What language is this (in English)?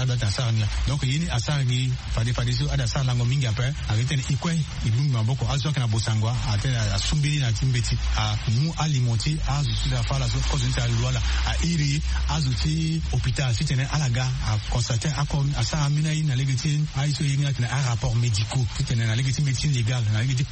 Sango